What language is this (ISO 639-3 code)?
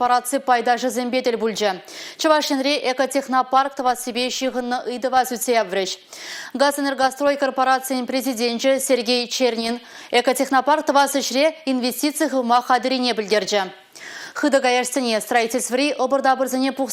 chv